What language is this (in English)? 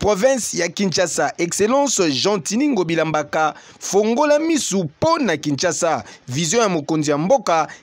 Lingala